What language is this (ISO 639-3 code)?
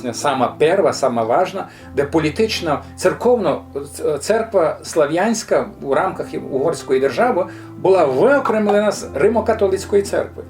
rue